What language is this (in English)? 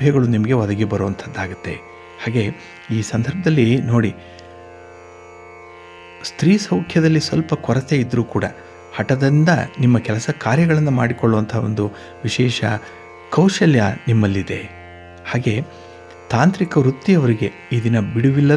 Kannada